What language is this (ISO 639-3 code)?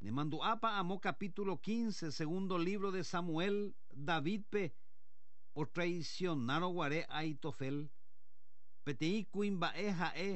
grn